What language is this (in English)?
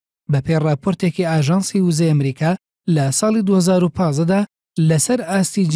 Central Kurdish